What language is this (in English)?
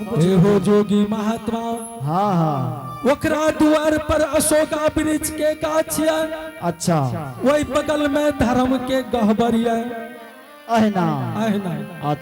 Angika